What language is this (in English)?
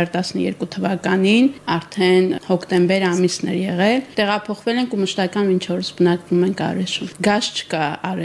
Armenian